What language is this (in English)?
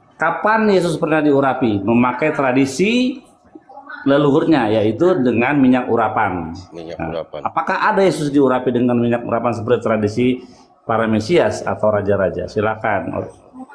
Indonesian